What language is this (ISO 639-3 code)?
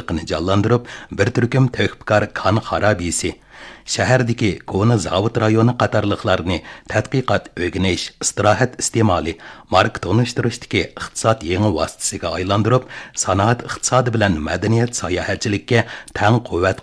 uig